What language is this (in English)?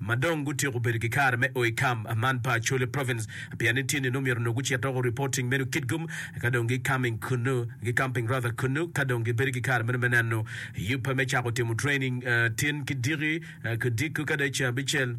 Acoli